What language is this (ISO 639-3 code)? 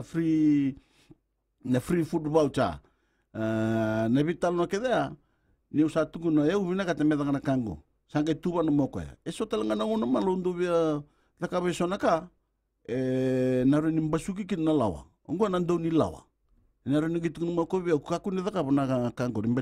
fij